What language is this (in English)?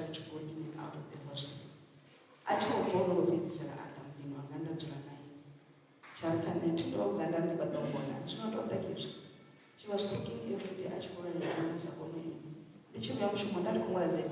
Venda